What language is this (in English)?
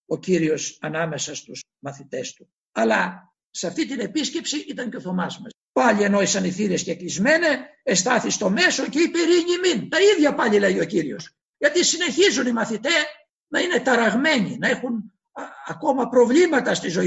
Greek